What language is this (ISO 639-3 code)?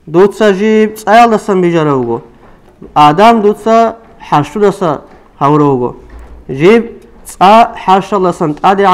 ava